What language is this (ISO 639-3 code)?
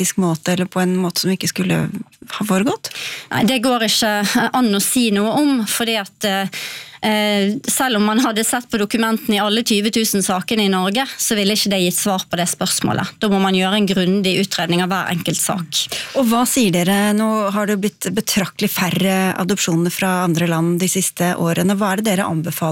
nor